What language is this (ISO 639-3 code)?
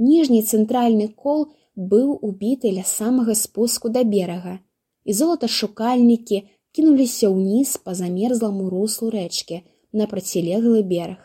bel